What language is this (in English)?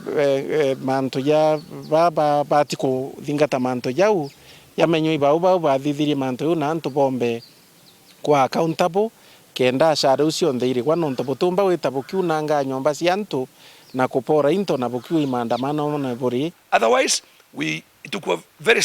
Meru